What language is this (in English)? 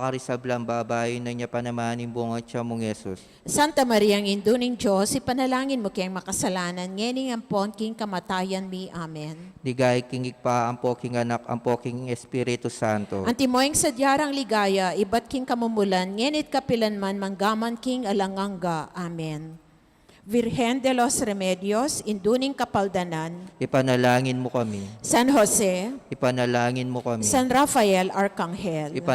Pampanga